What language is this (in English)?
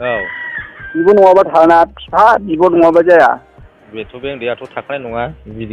Bodo